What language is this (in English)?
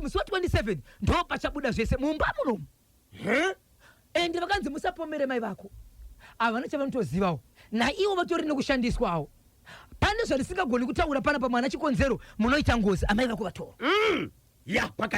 Shona